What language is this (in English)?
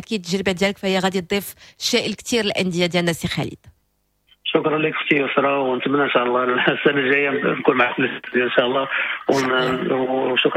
Moroccan Arabic